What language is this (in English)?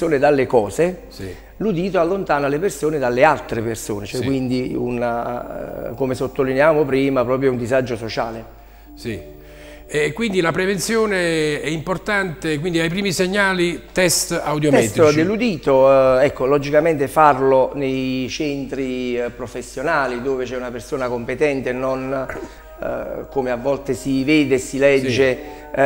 Italian